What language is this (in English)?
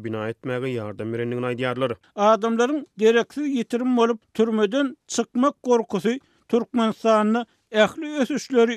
Turkmen